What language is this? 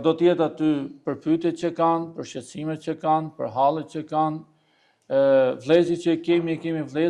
Albanian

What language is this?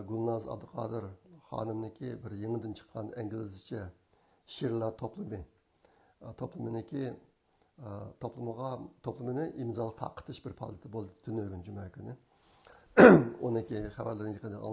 Uyghur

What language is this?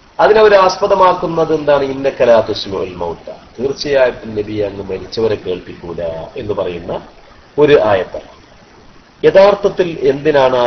Malayalam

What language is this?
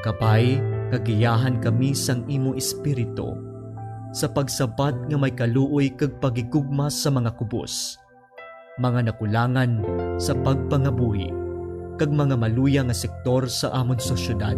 Hiligaynon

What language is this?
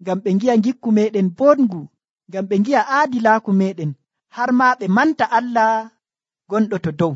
Nigerian Fulfulde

